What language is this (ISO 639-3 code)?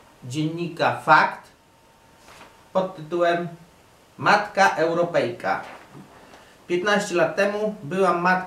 pol